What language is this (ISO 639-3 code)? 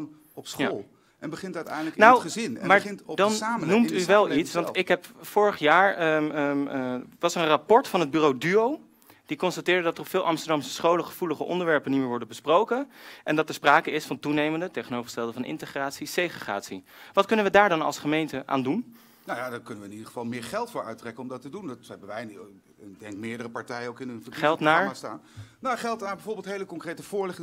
nld